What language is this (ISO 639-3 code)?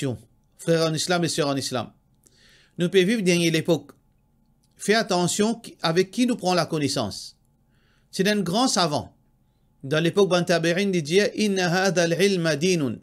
mfe